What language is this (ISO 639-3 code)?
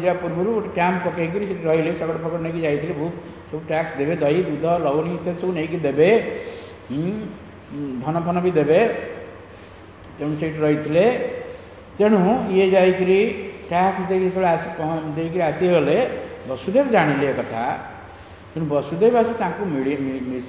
ori